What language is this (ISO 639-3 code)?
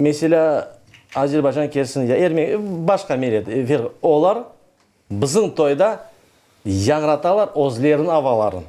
crh